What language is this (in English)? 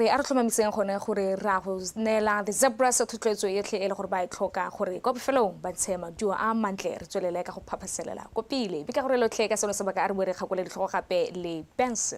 Tswana